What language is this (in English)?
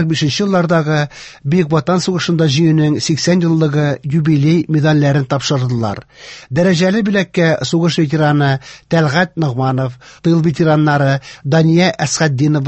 Tatar